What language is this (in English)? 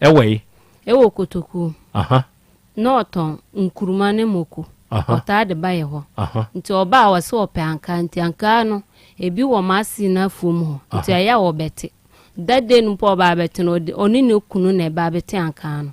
Akan